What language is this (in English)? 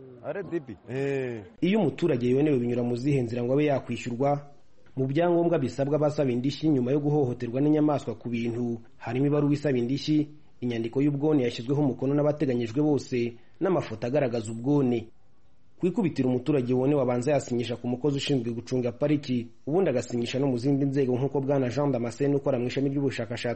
Kinyarwanda